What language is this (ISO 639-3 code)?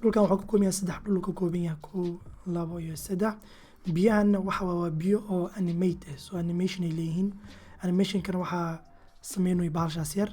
som